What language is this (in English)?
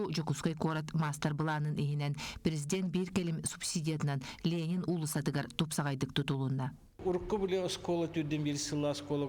Yakut